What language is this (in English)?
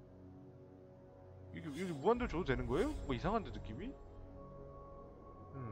Korean